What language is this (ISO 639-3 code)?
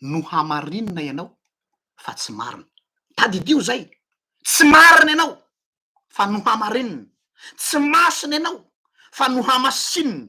mlg